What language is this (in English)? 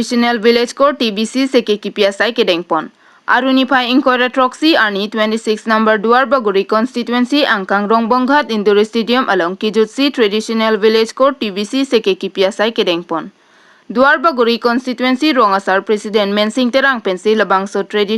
Karbi